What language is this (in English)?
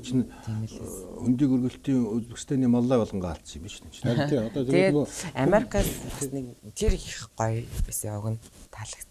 Mongolian